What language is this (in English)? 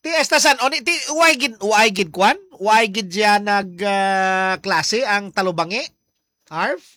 Hiligaynon